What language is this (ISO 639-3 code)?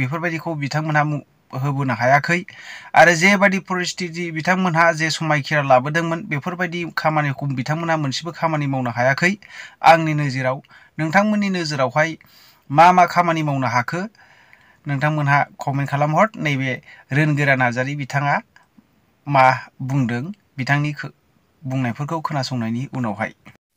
brx